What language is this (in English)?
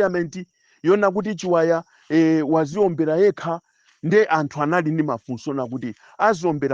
Nyanja